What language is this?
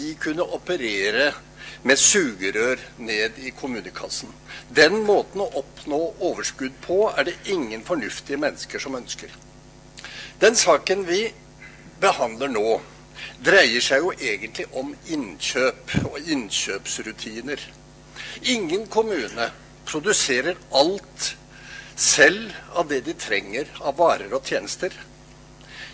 Norwegian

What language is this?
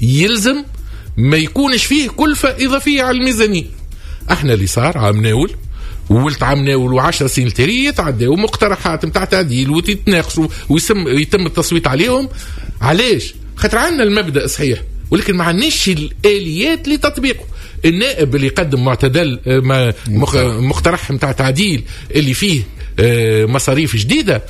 Tunisian Arabic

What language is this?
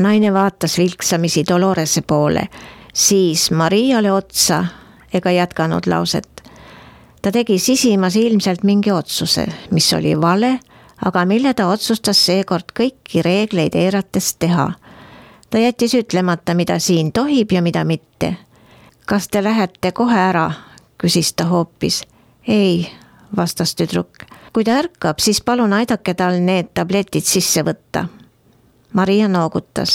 Estonian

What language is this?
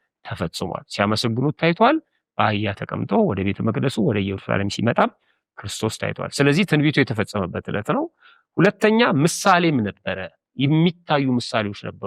Amharic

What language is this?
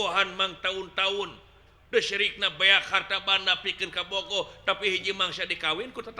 Sundanese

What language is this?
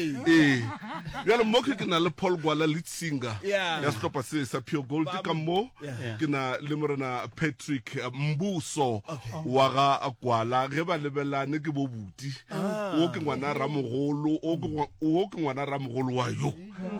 Northern Sotho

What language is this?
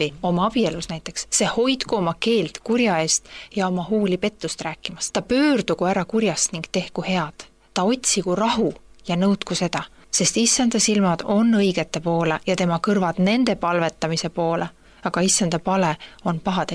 Estonian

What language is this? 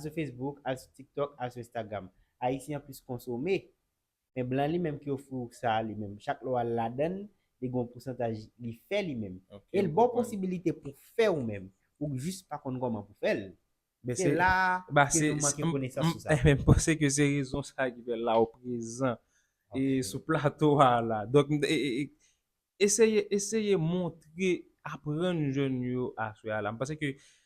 Haitian Creole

